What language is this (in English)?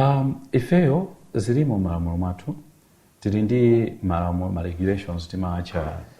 Nyanja